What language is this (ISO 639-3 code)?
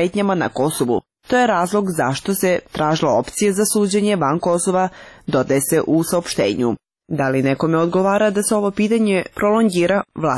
srp